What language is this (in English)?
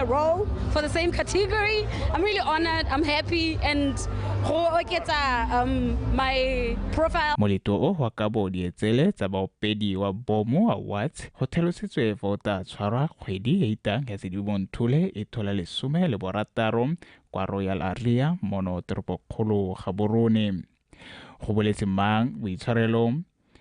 Tswana